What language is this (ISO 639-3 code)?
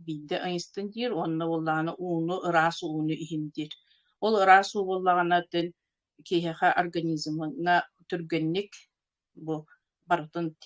sah